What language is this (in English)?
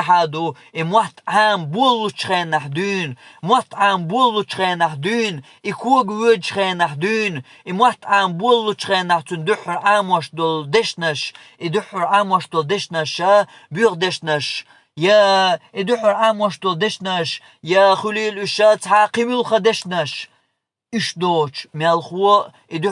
Chechen